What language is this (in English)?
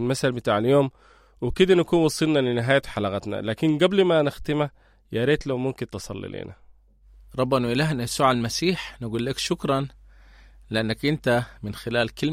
Sudanese Arabic